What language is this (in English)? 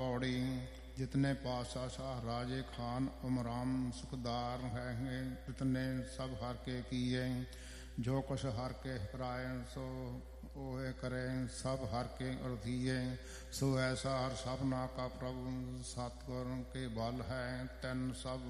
Punjabi